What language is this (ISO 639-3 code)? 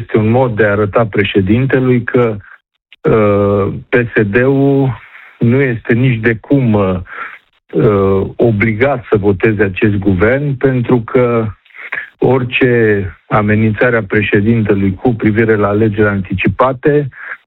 ron